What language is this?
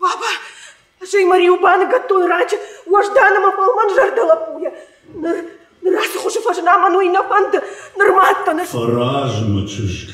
Ossetic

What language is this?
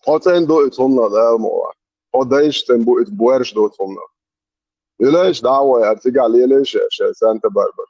Chechen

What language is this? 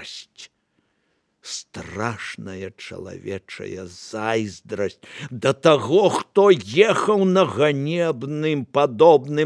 Belarusian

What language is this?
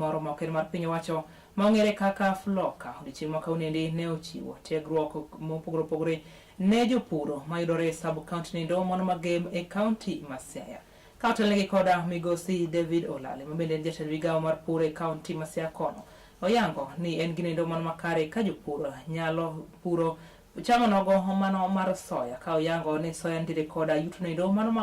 Luo (Kenya and Tanzania)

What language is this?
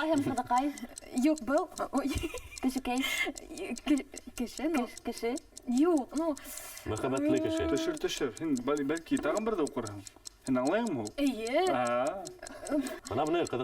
Bashkir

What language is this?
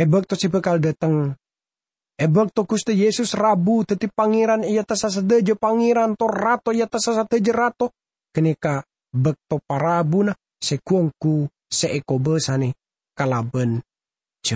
Madurese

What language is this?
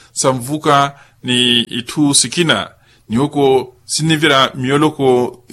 Makhuwa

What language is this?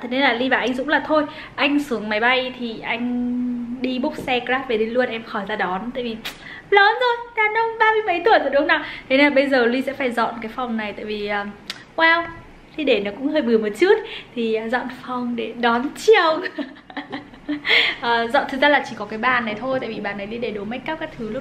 Vietnamese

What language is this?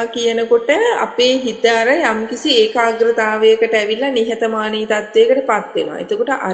Sinhala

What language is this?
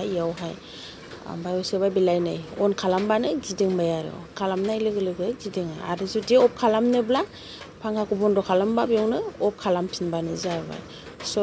Bodo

